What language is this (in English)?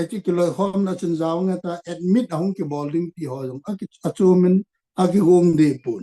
Thado Chin